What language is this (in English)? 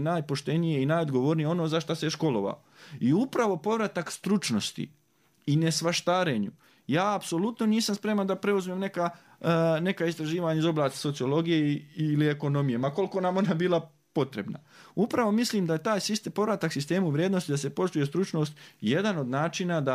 Bosnian